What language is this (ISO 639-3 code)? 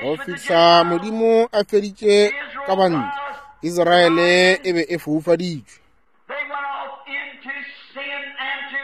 nso